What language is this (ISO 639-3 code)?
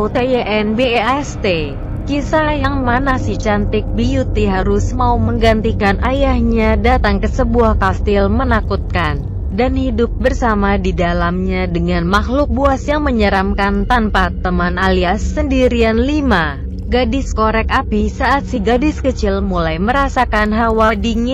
ind